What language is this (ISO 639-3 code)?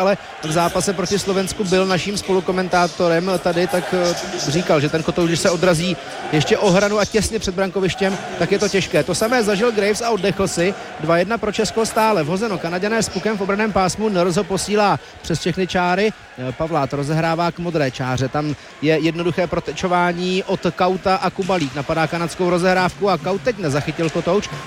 ces